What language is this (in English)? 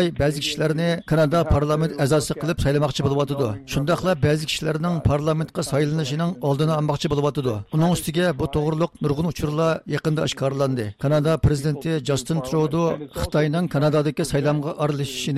Uyghur